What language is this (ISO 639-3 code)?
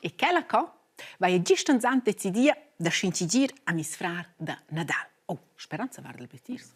roh